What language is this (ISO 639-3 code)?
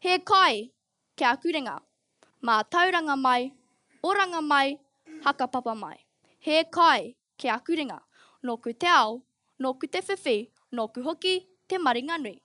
mri